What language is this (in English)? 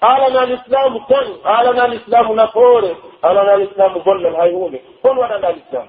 Pular